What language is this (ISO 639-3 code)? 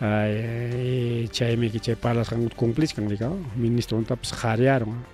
quy